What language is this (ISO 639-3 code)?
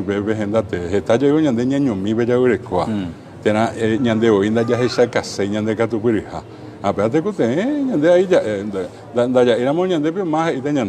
grn